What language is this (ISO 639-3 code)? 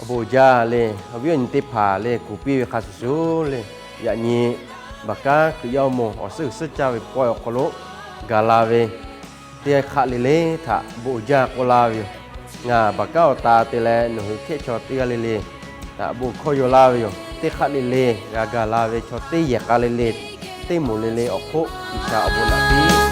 lhu